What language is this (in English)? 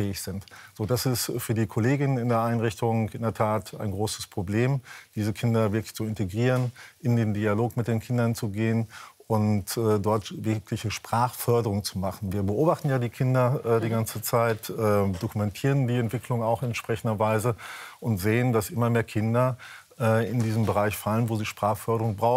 German